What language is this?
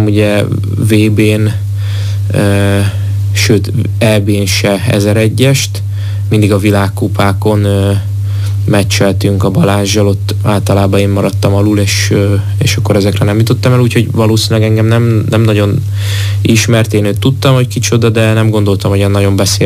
Hungarian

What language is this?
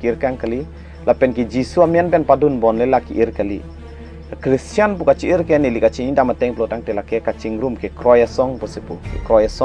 Karbi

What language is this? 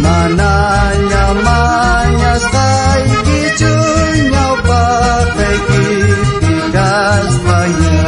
South Bolivian Quechua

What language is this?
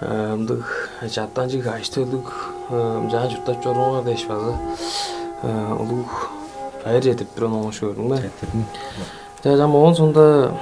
Tuvinian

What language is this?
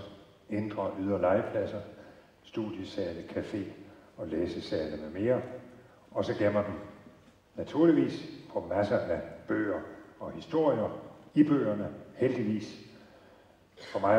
Danish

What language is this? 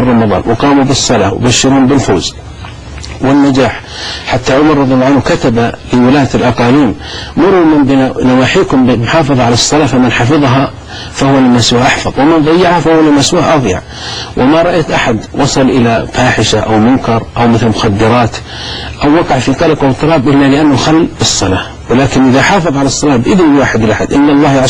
Arabic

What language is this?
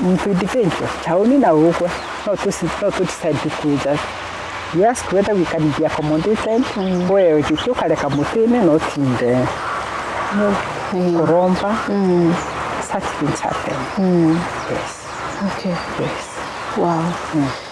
Meru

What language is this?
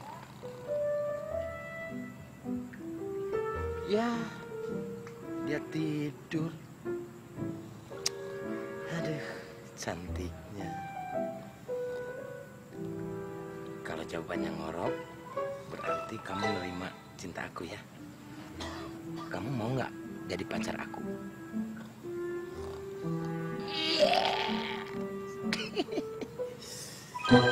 Indonesian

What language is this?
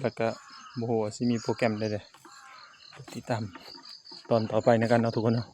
Northeastern Thai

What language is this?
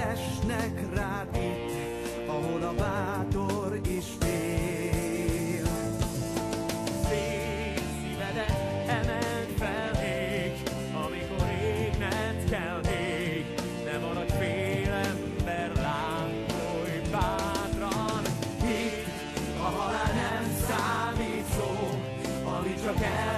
Hungarian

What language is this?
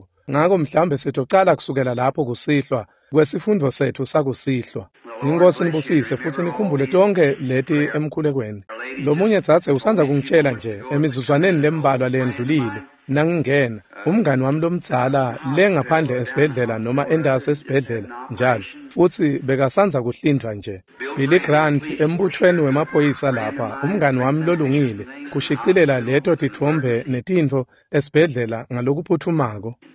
Swati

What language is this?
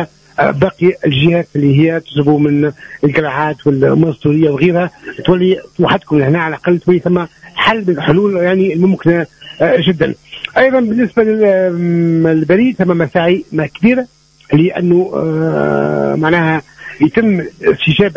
Tunisian Arabic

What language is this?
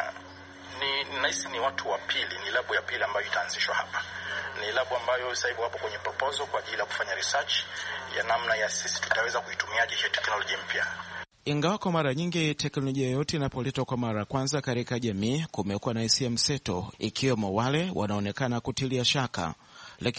Swahili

